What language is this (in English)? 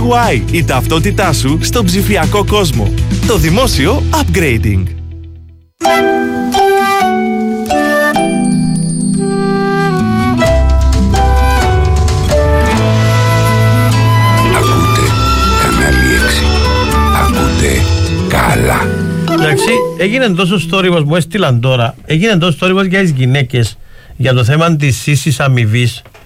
Greek